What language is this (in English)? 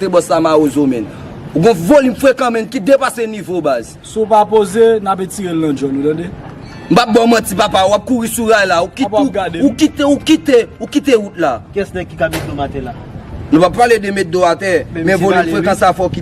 Haitian Creole